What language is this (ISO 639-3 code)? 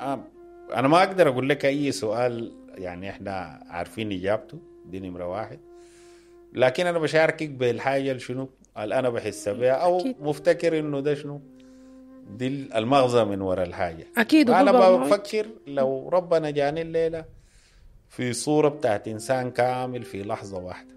apd